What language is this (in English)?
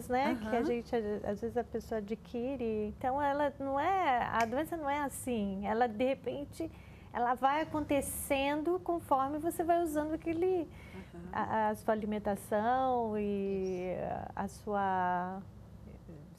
Portuguese